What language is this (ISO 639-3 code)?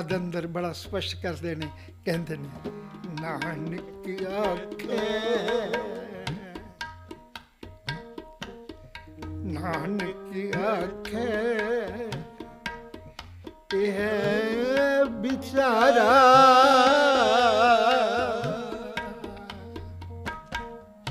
pan